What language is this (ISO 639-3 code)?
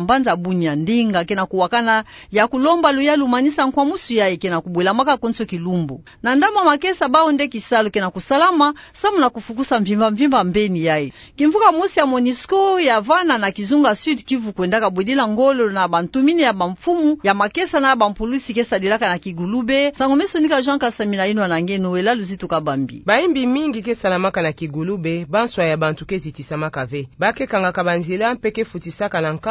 ktu